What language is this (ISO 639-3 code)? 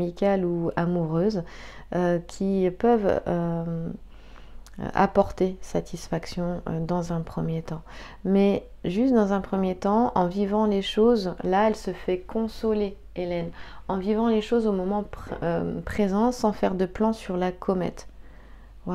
fra